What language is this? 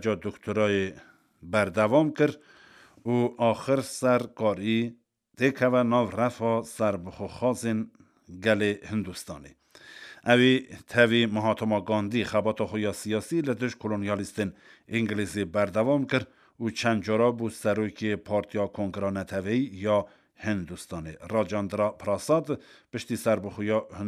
Kurdish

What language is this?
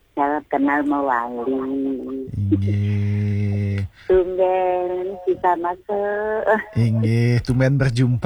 Balinese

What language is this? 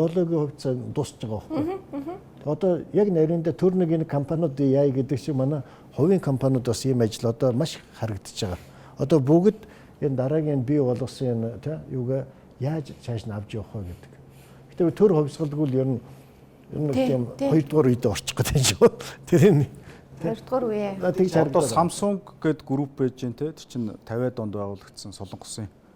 Mongolian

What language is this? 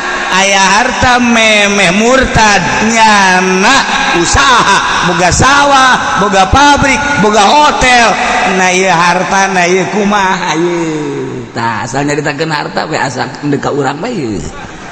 Sundanese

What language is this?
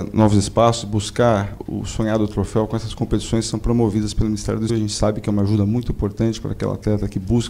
Portuguese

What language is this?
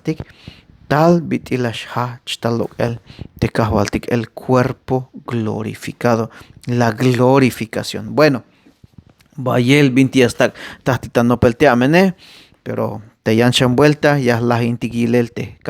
Tzeltal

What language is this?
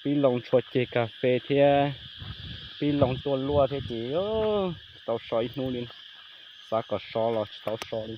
Hmong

